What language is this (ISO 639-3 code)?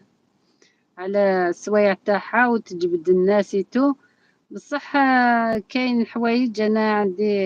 arq